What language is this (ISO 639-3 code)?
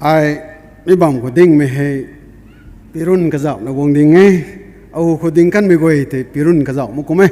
nbu